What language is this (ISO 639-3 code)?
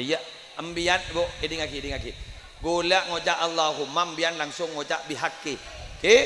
mad